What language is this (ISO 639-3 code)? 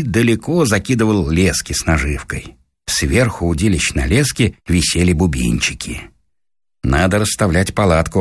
rus